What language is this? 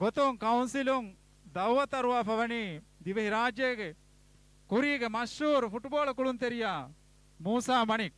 Divehi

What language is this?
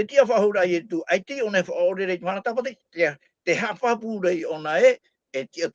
Tahitian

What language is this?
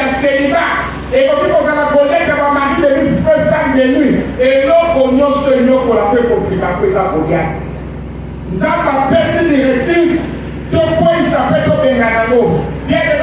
Lingala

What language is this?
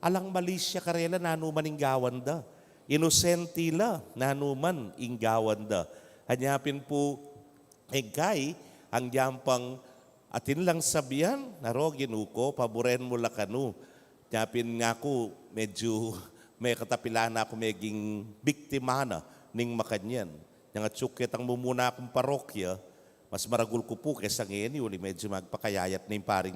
Pampanga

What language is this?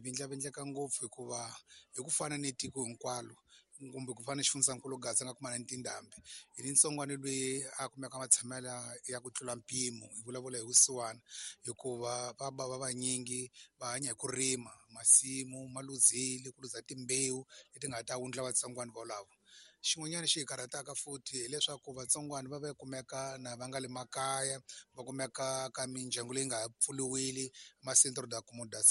Tsonga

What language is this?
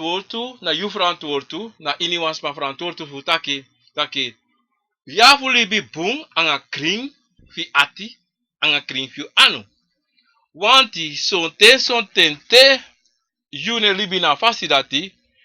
Sranan Tongo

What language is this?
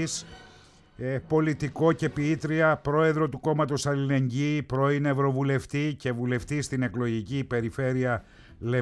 Greek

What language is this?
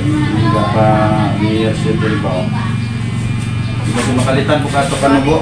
Cebuano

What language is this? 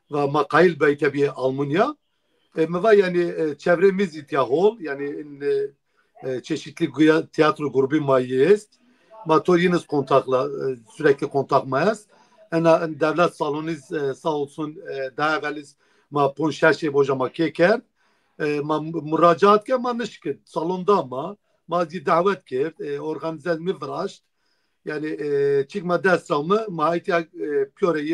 Zaza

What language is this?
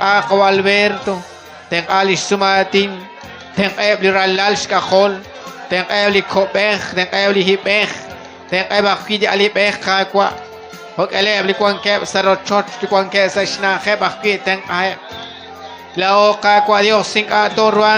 Kekchí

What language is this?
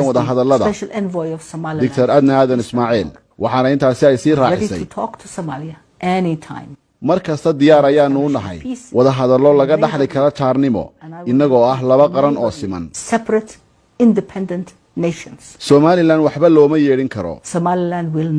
Somali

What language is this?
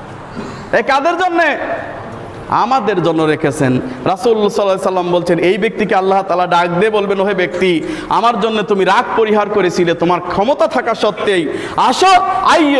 Bangla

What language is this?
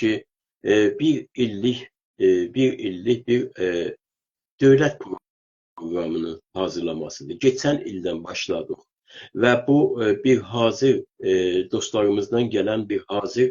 South Azerbaijani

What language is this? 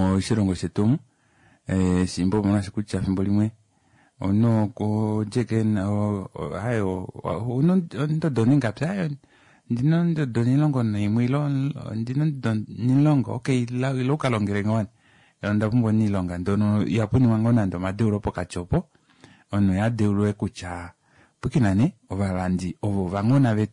Kuanyama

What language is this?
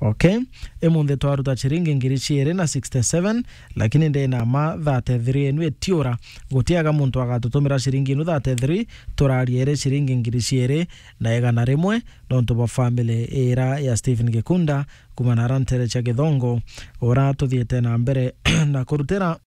Meru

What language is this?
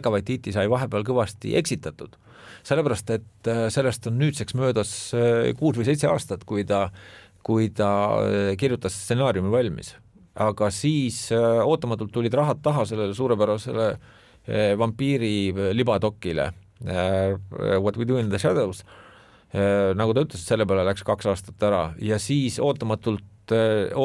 Estonian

